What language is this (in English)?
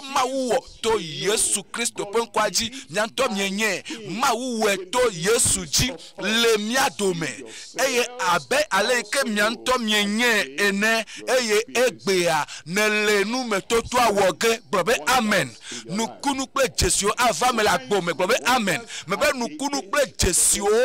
Ewe